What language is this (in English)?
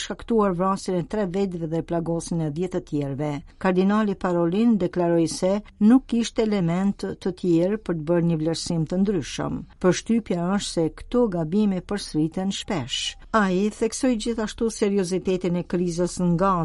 Albanian